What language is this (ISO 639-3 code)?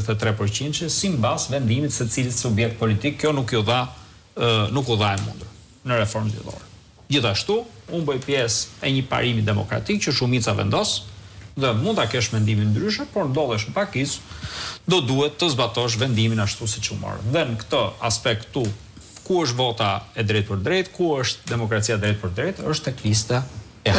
sqi